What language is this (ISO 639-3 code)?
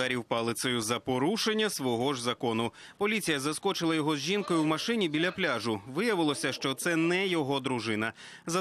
ukr